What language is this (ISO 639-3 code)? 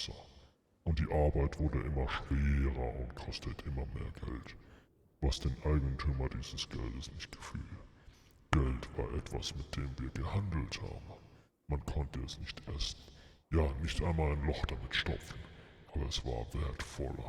gsw